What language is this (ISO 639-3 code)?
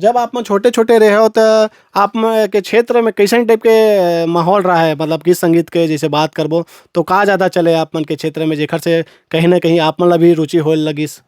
hne